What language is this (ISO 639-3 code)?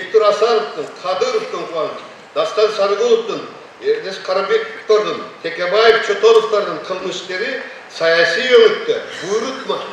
kir